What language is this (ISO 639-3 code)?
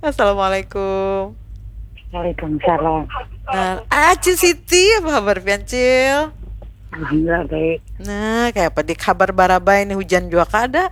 bjn